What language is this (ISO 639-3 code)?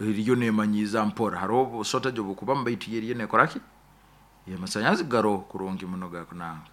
nyo